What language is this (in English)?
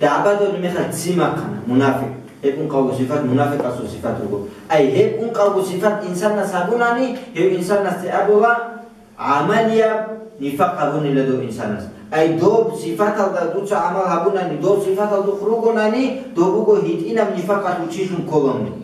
Avaric